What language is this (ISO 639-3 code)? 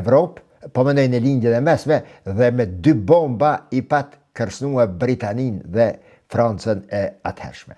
sqi